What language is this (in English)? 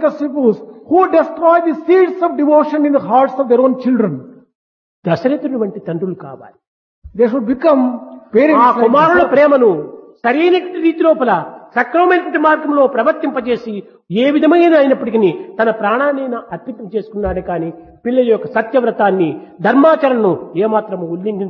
Telugu